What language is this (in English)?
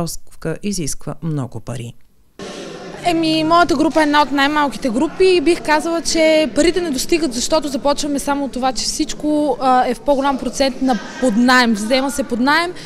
Bulgarian